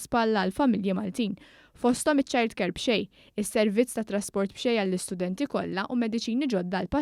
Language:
Maltese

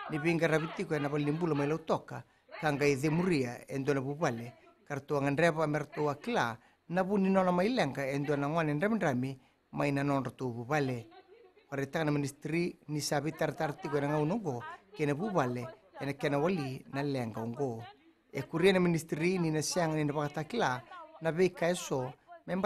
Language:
Fijian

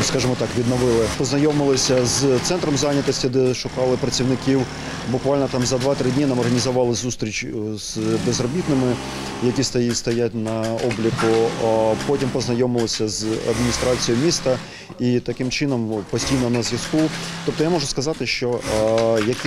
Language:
Ukrainian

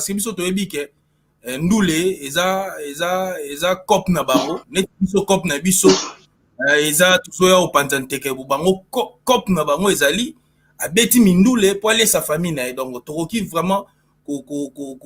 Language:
Lingala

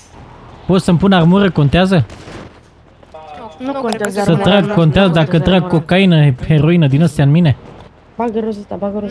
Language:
Romanian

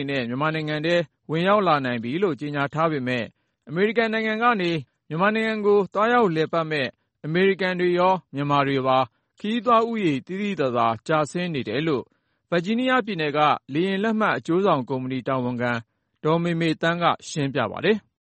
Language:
Burmese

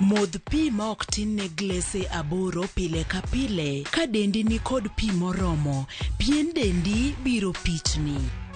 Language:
Luo (Kenya and Tanzania)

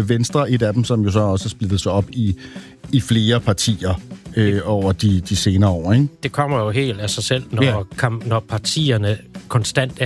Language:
Danish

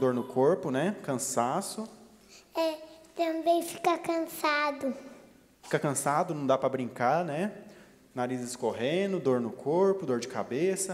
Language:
Portuguese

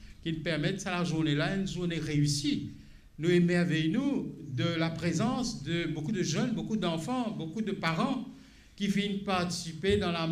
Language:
Morisyen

